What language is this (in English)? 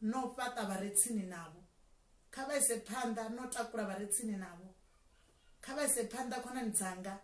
Venda